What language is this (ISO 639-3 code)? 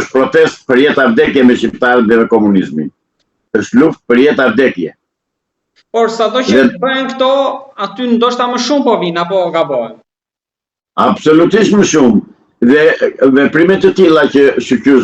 sqi